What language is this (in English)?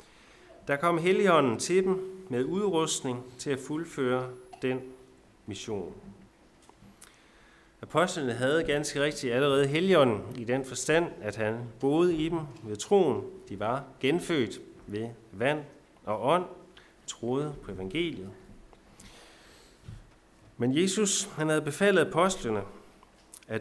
Danish